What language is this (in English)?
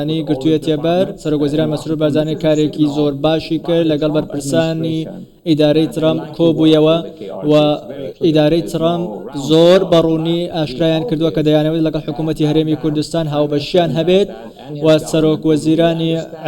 Central Kurdish